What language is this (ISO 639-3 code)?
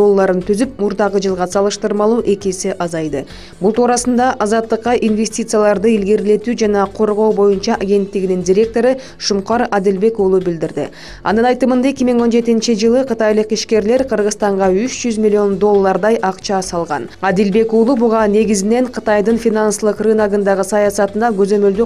kir